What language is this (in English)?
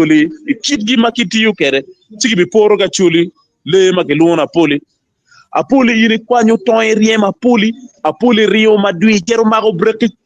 Acoli